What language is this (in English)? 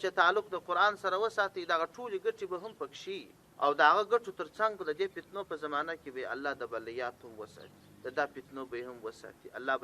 Pashto